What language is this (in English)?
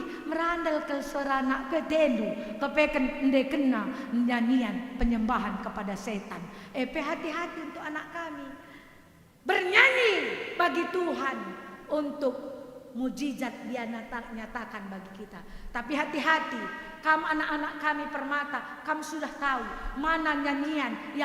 Batak Karo